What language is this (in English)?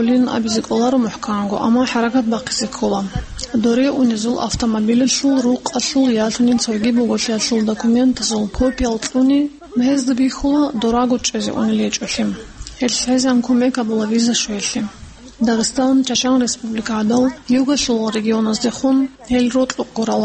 Avaric